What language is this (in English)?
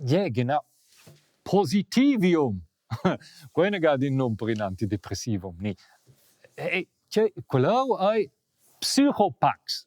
Romansh